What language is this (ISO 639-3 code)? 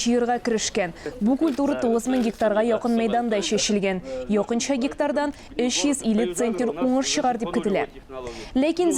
tat